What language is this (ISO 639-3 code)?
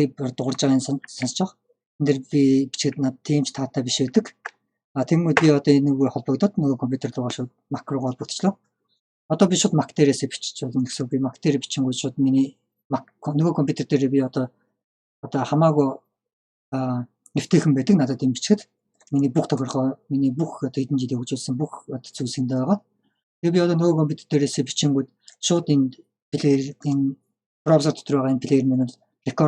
mon